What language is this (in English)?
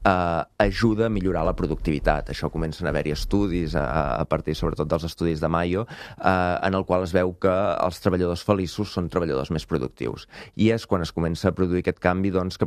Catalan